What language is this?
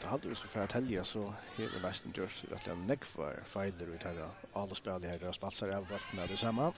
Faroese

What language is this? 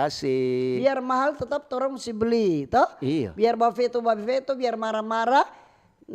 Manado Malay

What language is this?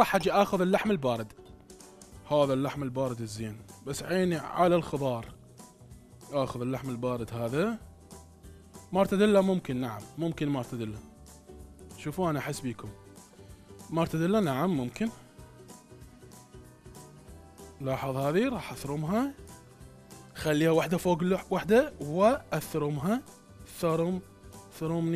Mesopotamian Arabic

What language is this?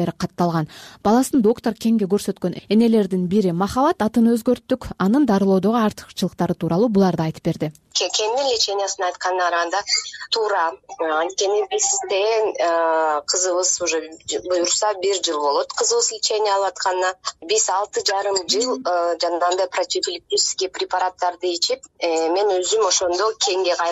Kyrgyz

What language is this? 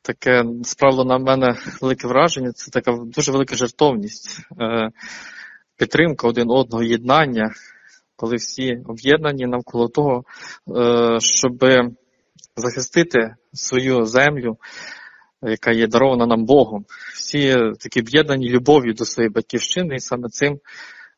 Ukrainian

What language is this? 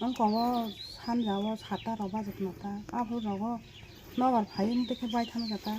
Kok Borok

